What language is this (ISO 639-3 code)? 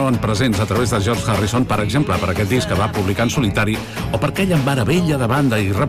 cat